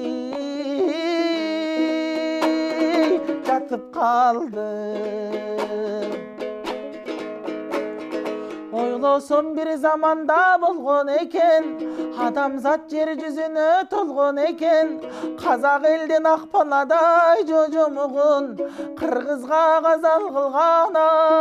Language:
Kyrgyz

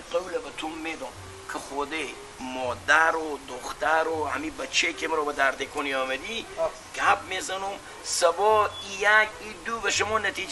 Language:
Persian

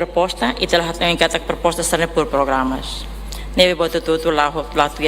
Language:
Tetum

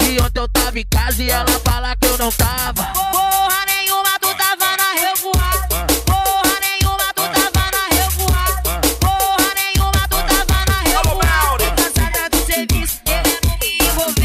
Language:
Portuguese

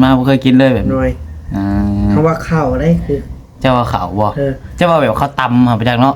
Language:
Northeastern Thai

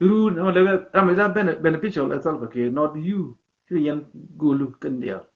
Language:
Nuer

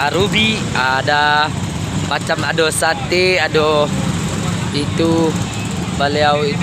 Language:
Minangkabau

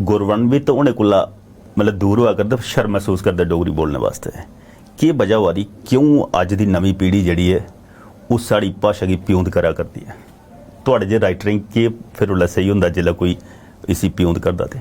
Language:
Dogri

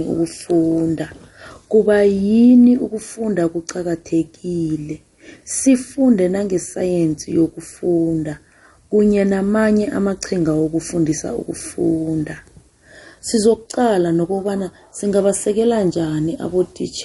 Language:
South Ndebele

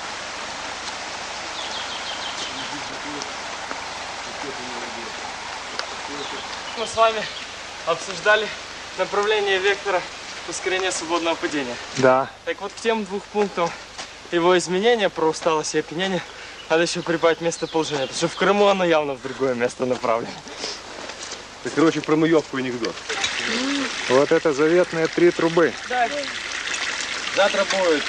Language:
Russian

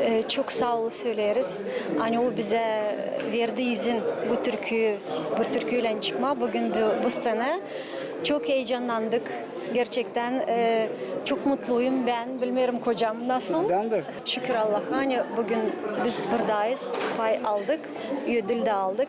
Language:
Gagauz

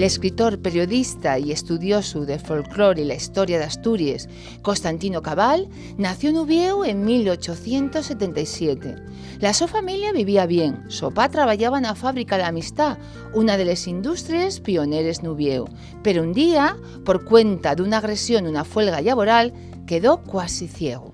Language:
Asturian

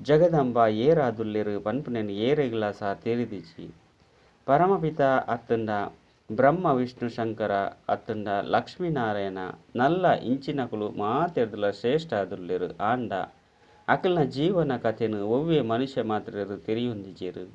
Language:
Tulu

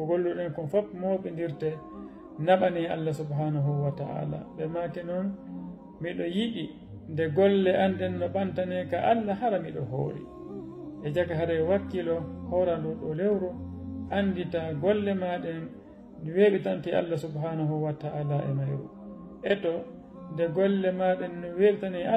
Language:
Fula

